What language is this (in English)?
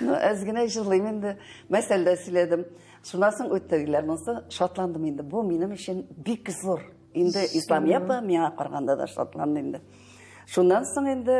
Tatar